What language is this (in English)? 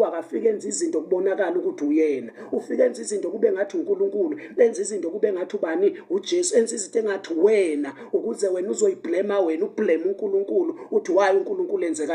Zulu